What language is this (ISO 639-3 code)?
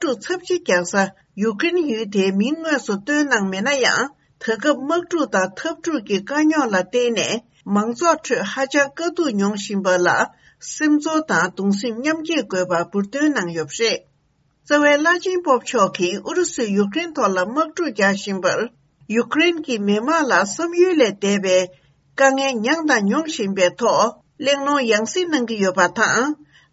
bod